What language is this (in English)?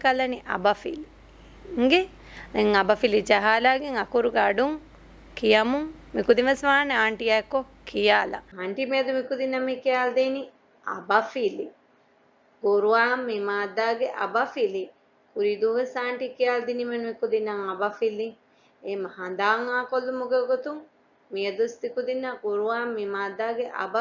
Divehi